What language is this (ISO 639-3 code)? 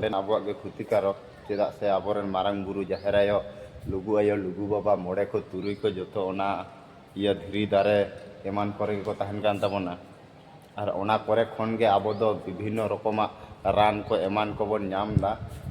sat